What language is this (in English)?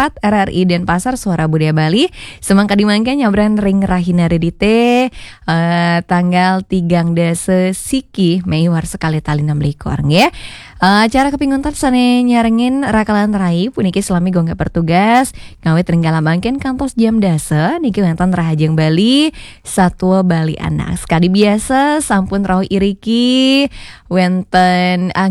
Balinese